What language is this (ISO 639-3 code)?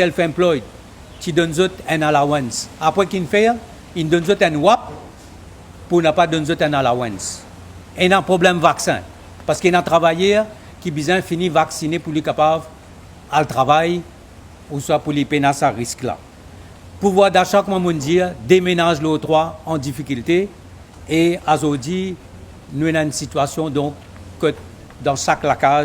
mfe